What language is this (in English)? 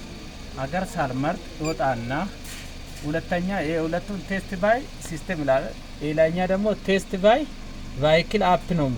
Amharic